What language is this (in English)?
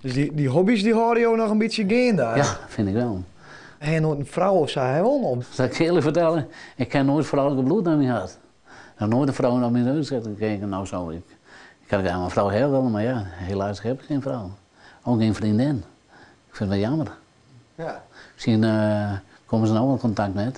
Western Frisian